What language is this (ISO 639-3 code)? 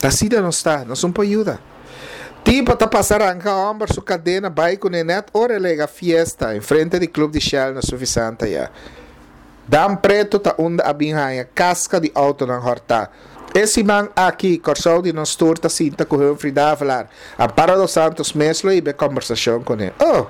pap